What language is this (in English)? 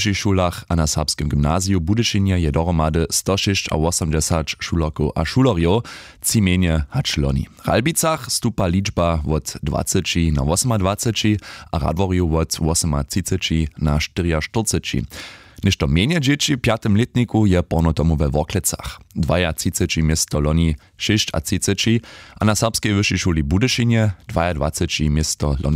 Upper Sorbian